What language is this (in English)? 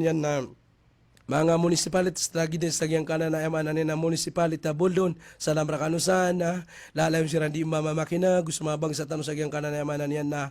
Maranao